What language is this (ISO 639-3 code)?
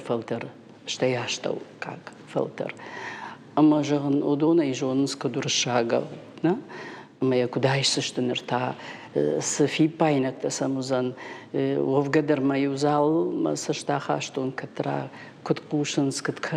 oss